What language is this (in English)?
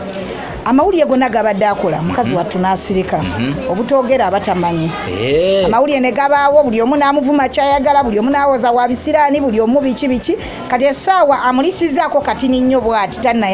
Ganda